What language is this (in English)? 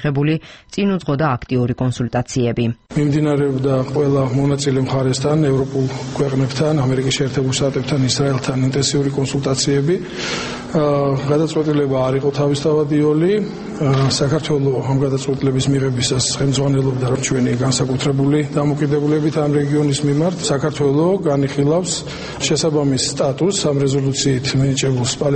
Georgian